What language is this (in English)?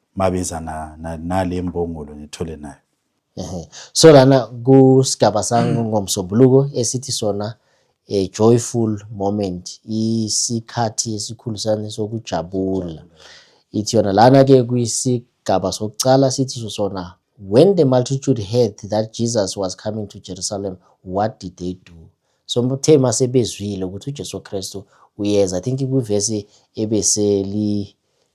Zulu